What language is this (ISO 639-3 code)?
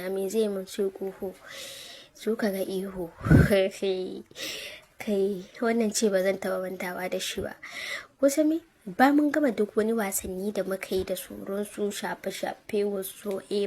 hau